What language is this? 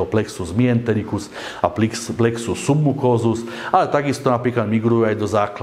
Slovak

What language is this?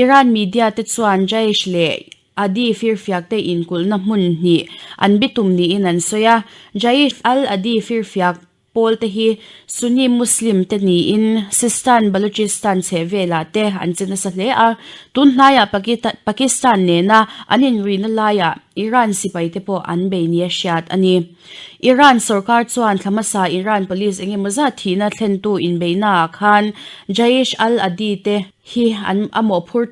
Mizo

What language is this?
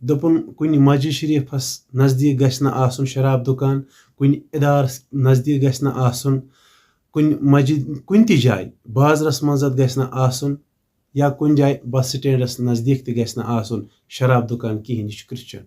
Kashmiri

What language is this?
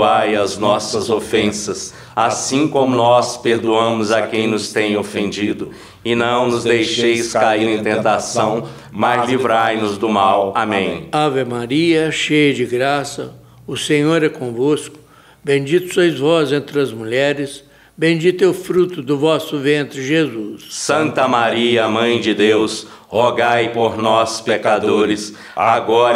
Portuguese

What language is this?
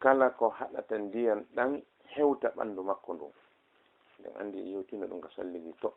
Fula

